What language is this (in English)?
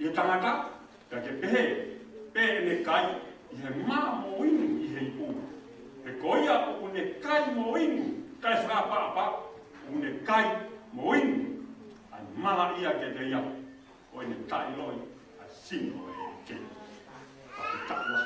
Tongan